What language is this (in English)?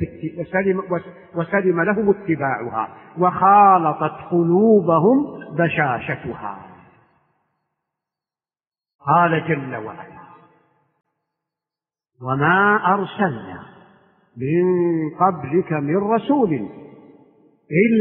Arabic